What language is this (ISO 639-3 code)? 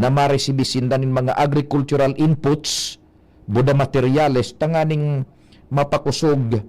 bik